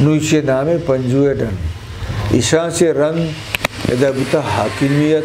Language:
Eastern Balochi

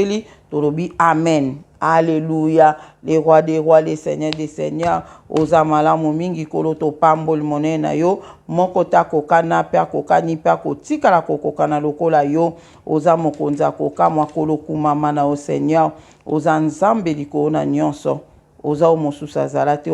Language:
Lingala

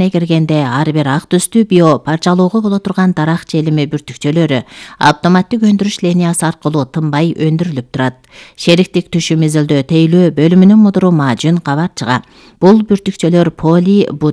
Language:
Kyrgyz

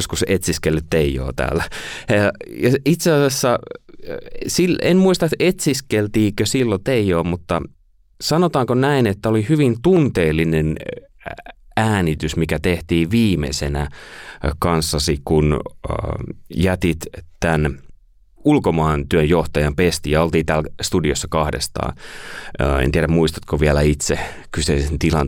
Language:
Finnish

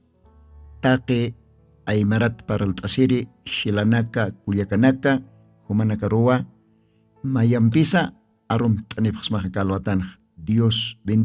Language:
Aymara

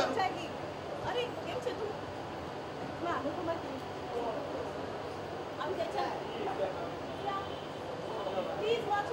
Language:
Hindi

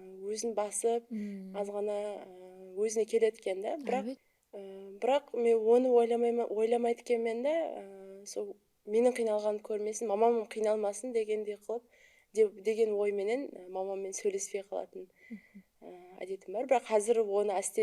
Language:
Kara-Kalpak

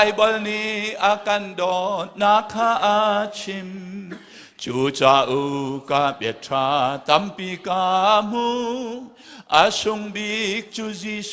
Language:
Hakha Chin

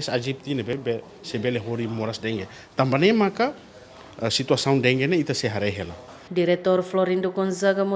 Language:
Tetum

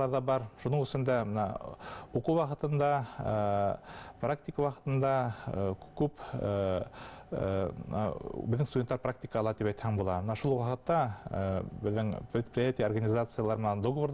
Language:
Bashkir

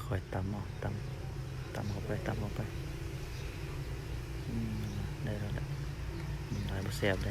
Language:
Lao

